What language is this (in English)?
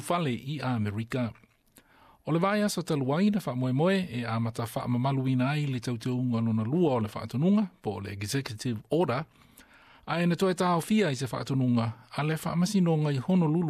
Samoan